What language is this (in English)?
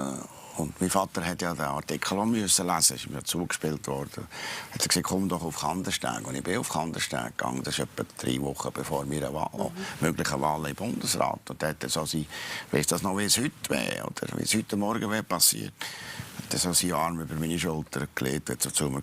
Swiss German